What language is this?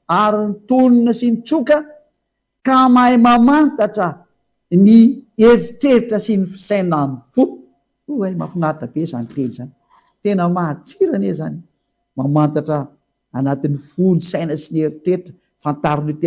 Malagasy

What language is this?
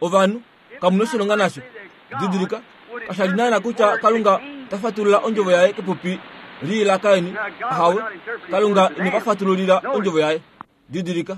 Kuanyama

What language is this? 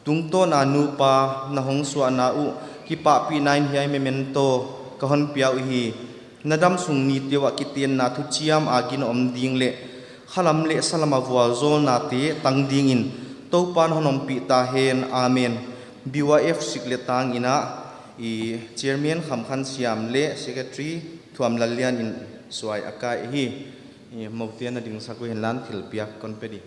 Paite Chin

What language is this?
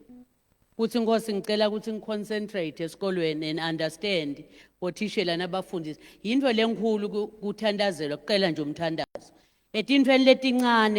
Zulu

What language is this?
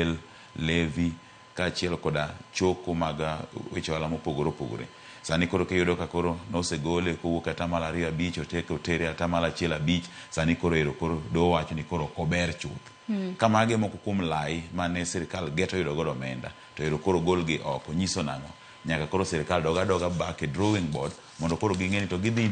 Luo (Kenya and Tanzania)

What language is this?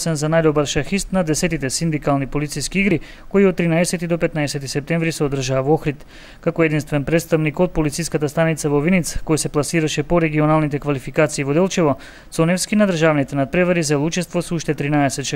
Macedonian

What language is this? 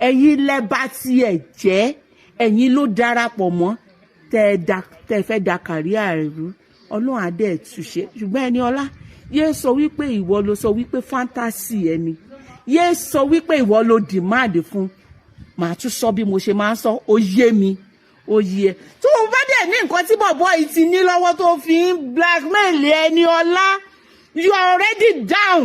Yoruba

